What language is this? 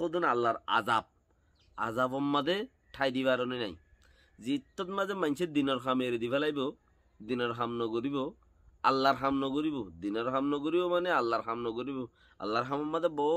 Rohingya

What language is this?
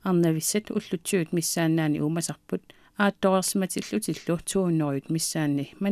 Kalaallisut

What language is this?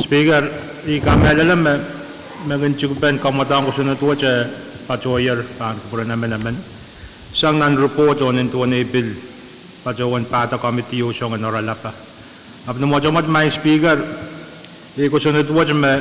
Pohnpeian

